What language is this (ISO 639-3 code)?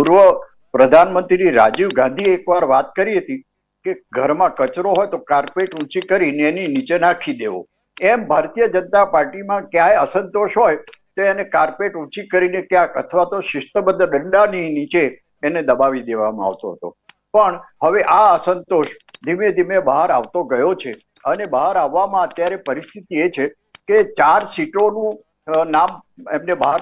guj